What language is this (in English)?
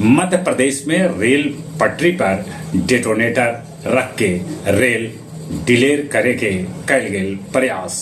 Magahi